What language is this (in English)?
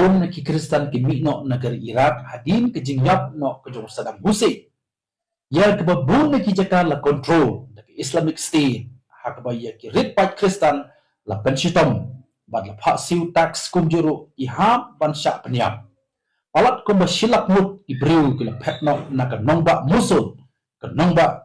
Khasi